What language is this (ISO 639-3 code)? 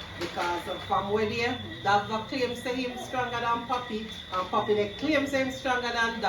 jam